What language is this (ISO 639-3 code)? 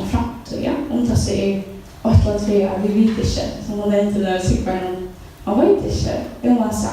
fao